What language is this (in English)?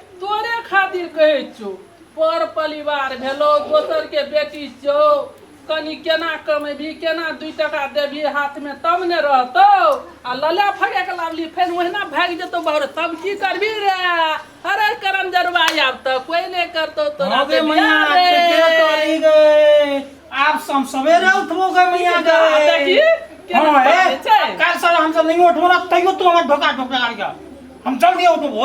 Maithili